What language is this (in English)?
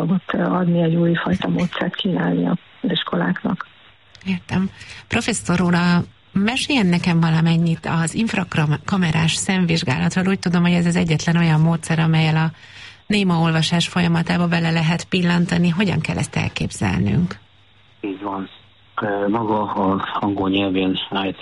Hungarian